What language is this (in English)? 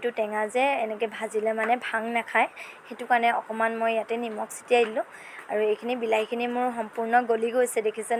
Assamese